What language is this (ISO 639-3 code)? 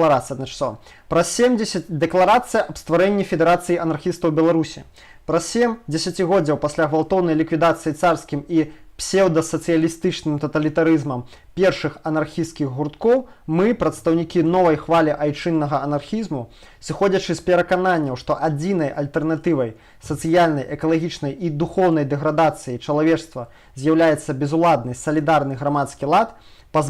bel